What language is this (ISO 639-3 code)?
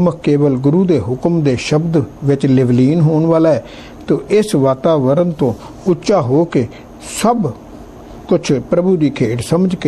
pan